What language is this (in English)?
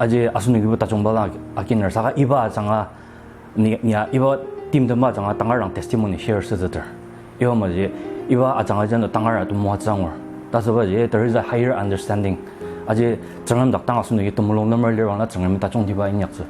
Ao Naga